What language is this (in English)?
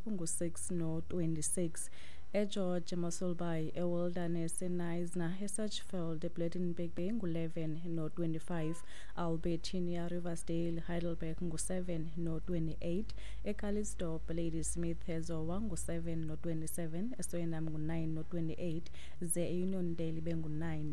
Xhosa